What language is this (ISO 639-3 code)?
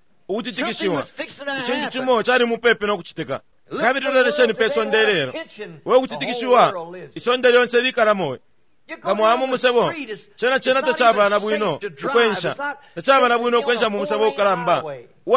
bem